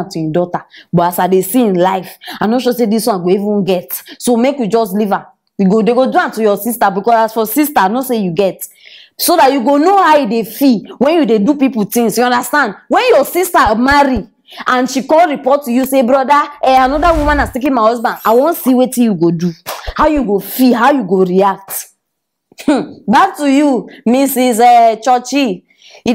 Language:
Nigerian Pidgin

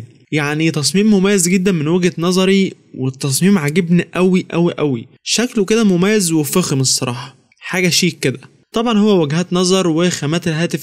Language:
Egyptian Arabic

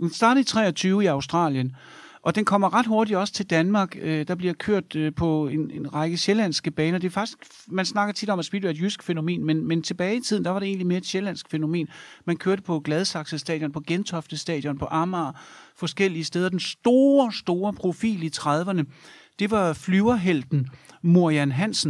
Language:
Danish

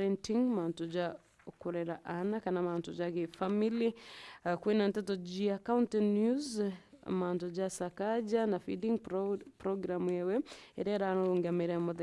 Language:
Meru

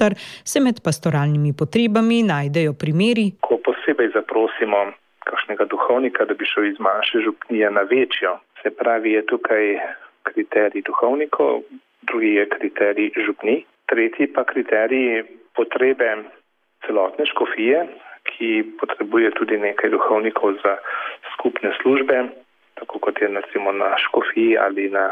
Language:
Slovenian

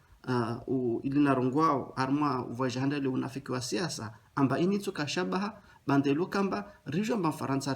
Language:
Ngazidja Comorian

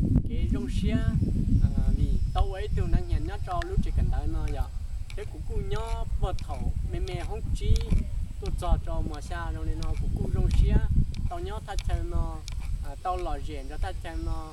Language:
Hmong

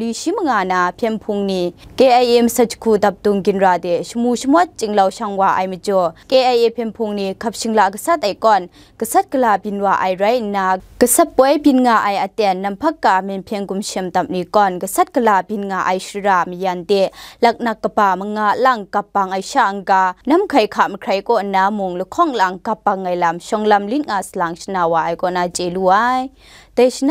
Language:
Kachin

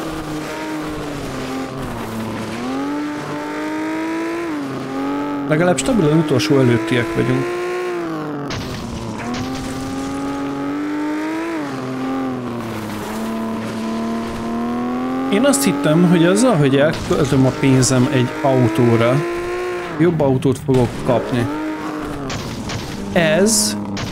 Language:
Hungarian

